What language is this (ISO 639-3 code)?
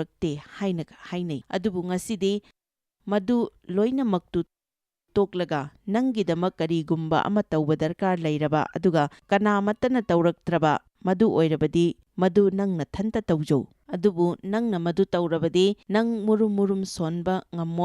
mni